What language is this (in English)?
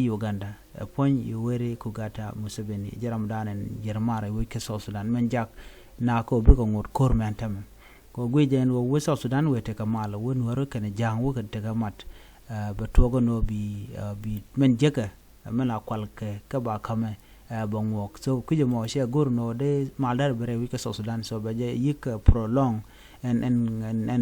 Nuer